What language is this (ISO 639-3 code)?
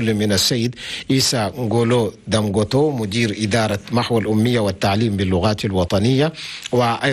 shu